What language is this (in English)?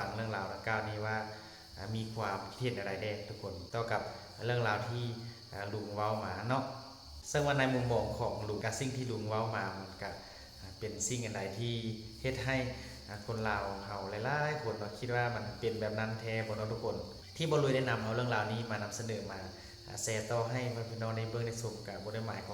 Northeastern Thai